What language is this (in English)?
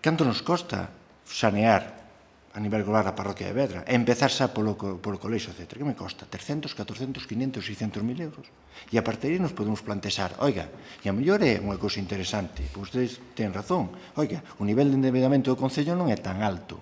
Galician